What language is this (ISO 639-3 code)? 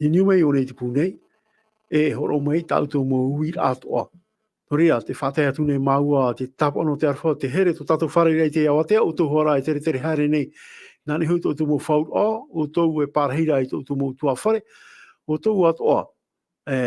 tah